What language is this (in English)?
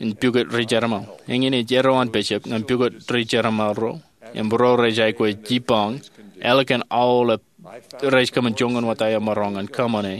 Marshallese